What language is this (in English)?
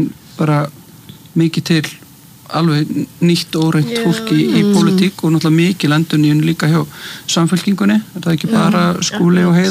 Icelandic